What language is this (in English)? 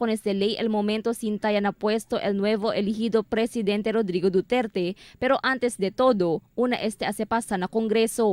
Chavacano